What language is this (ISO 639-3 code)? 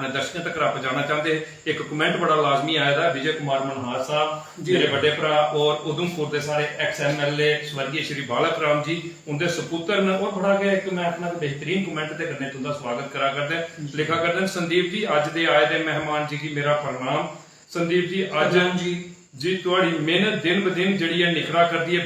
doi